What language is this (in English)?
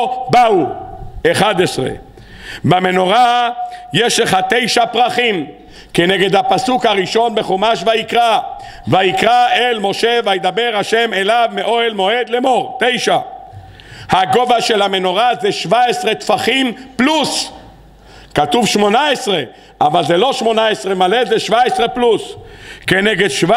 Hebrew